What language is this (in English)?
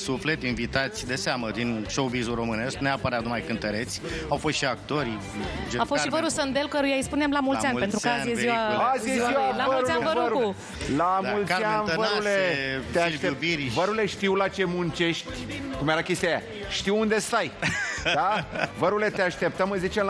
Romanian